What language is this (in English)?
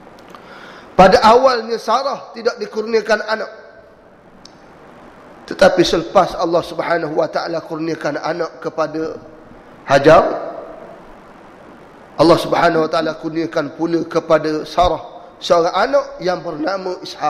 Malay